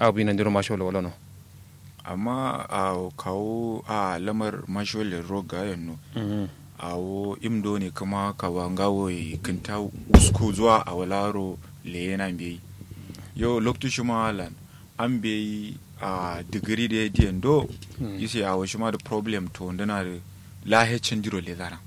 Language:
Kanuri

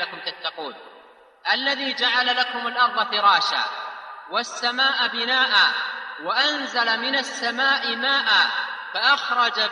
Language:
Arabic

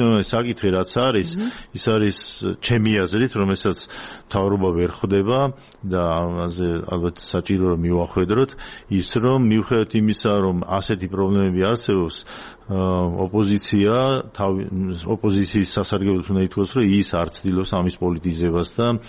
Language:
Georgian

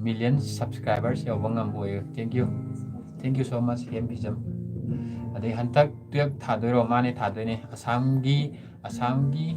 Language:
Manipuri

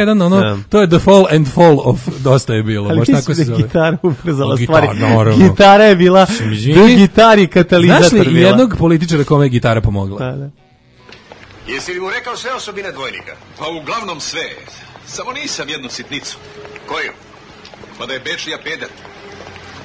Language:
Serbian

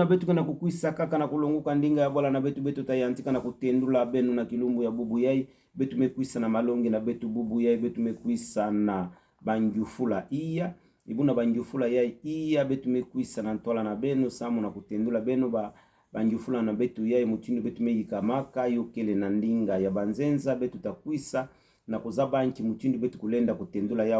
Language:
Kituba (Democratic Republic of Congo)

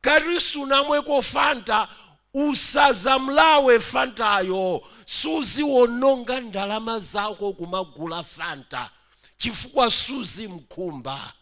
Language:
Nyanja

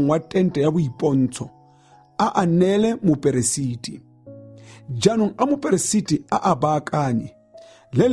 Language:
Tswana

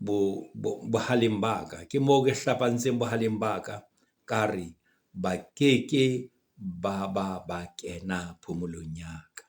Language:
Southern Sotho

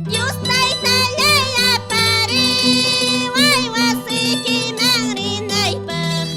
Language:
Quechua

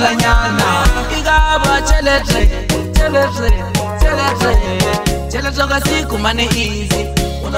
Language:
Swahili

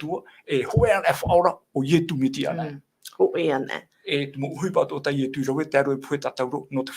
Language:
Tahitian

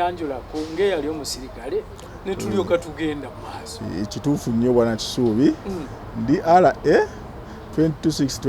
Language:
Ganda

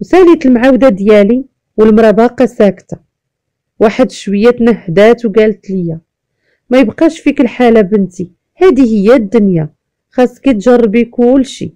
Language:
Moroccan Arabic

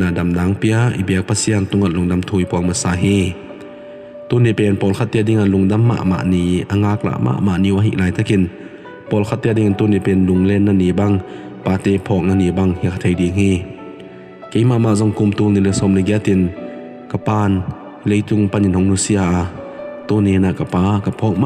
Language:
Tedim Chin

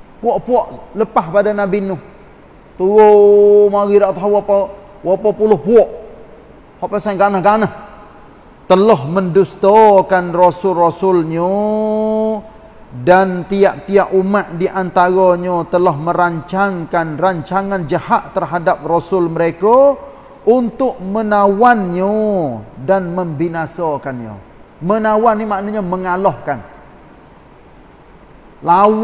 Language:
Malay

